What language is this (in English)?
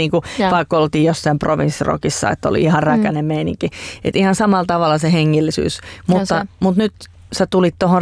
Finnish